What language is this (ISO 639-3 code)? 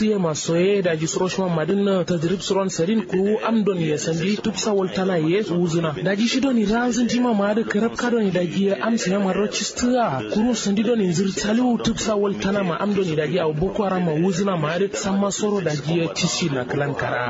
kau